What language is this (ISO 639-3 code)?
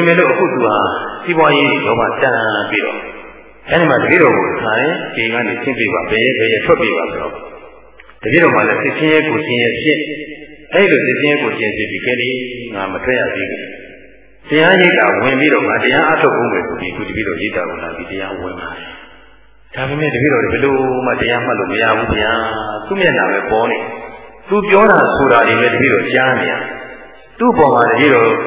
mya